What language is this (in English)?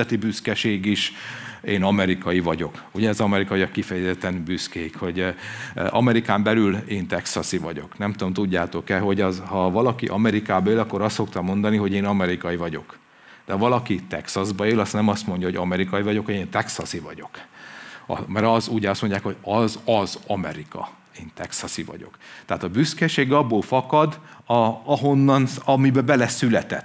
Hungarian